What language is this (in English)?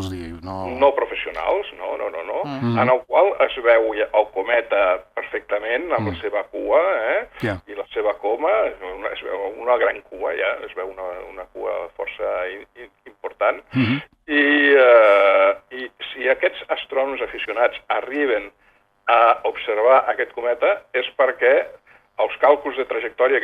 Catalan